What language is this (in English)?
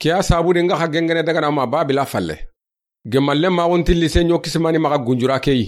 Soninke